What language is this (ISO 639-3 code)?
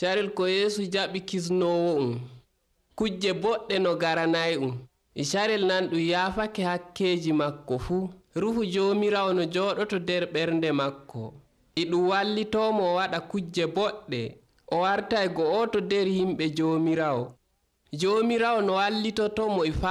fuv